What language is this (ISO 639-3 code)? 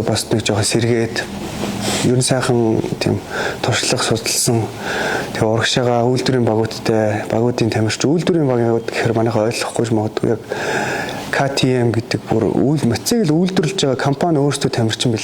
mon